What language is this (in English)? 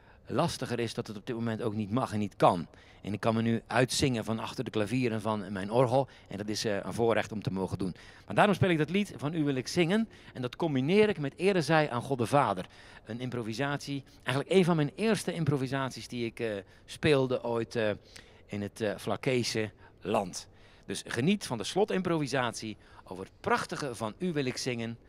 Dutch